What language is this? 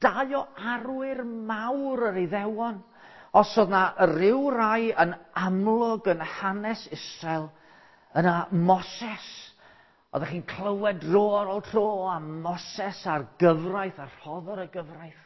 Welsh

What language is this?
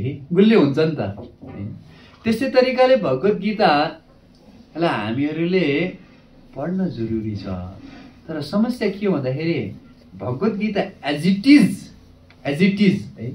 Nepali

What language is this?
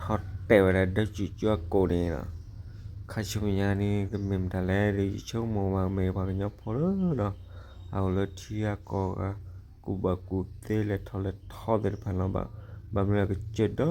S'gaw Karen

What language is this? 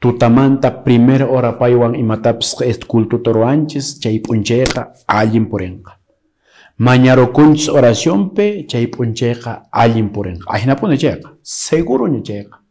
Quechua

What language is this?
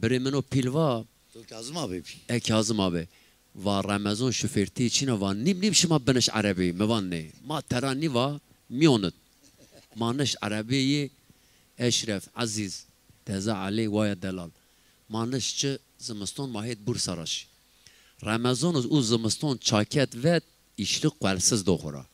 Zaza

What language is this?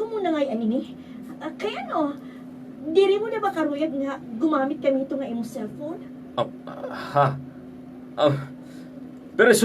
Waray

